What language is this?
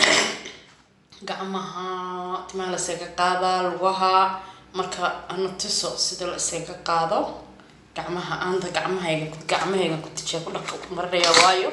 Somali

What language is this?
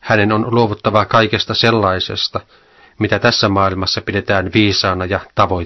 Finnish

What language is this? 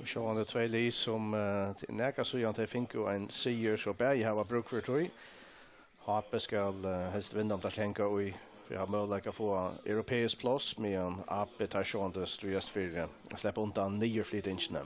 Faroese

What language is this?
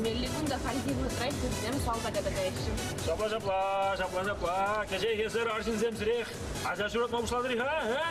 Chuvash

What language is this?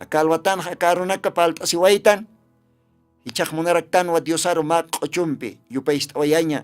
Aymara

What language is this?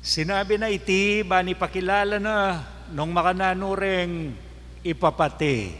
Pampanga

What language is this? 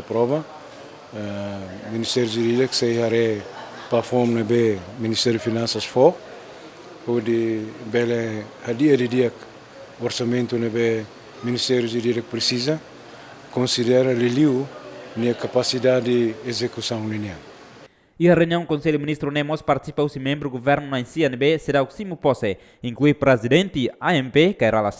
Tetum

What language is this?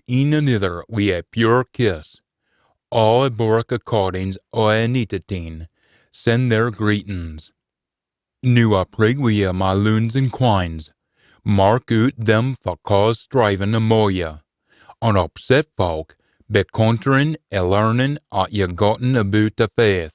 Scots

